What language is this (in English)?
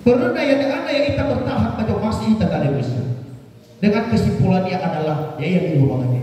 Nias